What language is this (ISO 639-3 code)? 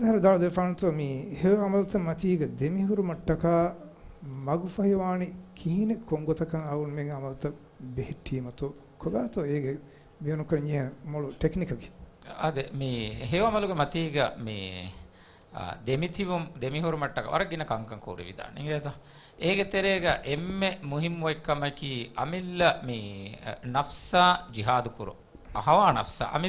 div